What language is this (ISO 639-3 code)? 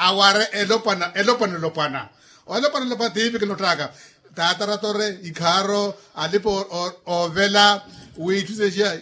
vmw